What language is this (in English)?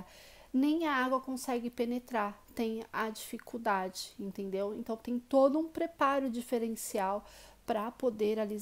Portuguese